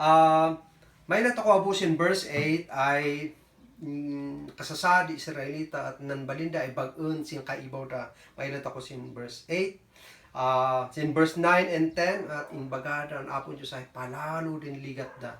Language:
Kankanaey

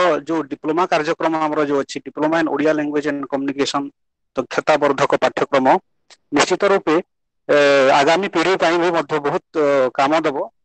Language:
Odia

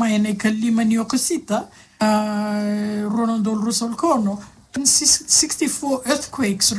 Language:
Fijian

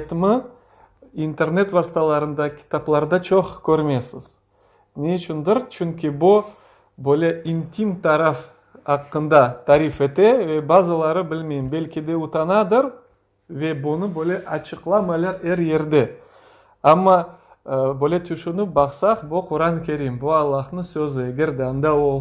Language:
Crimean Tatar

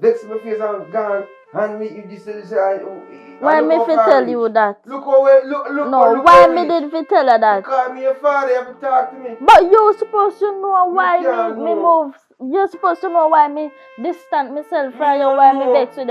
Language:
Jamaican Creole English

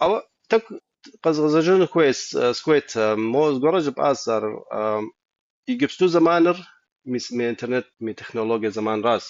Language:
Kabardian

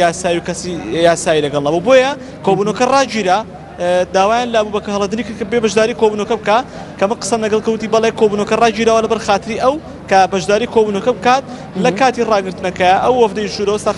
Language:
Central Kurdish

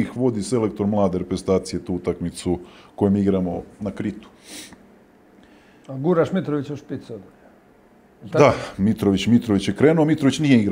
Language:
Serbian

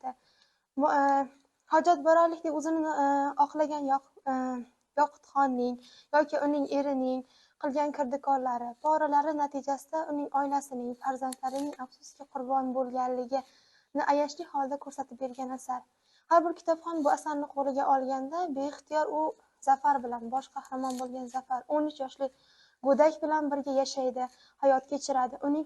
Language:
Uzbek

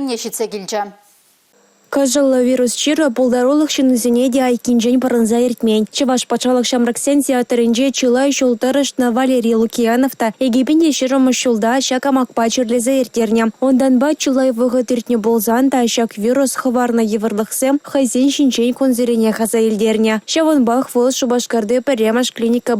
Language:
Chuvash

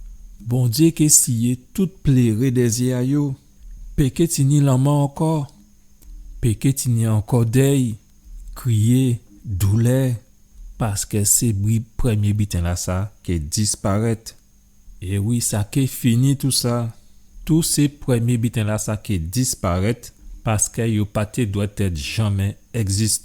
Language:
Guadeloupean Creole French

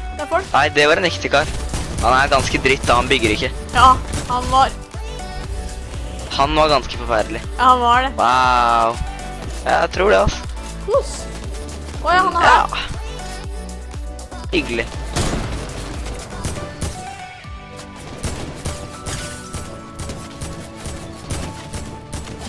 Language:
Norwegian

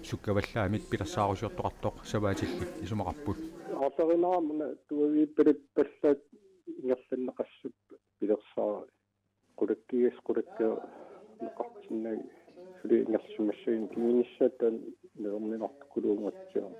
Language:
Kalaallisut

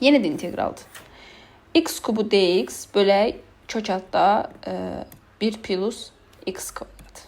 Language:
Azerbaijani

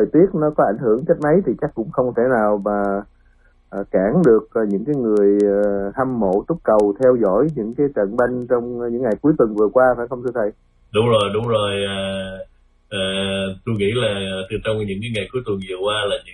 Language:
Vietnamese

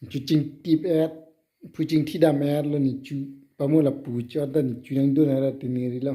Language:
Karbi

